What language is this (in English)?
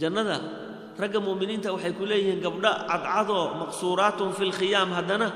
Somali